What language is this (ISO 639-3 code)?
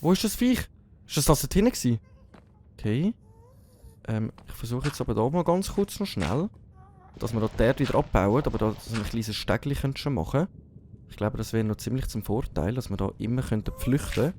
gsw